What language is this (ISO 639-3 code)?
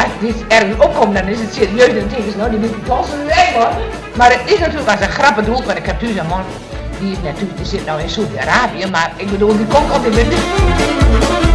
fry